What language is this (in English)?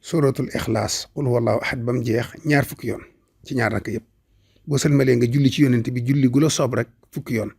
Wolof